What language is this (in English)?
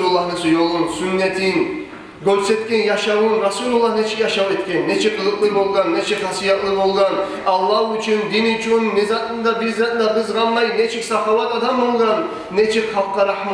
Kumyk